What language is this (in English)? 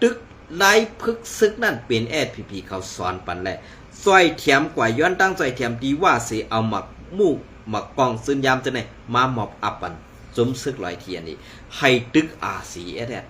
Shan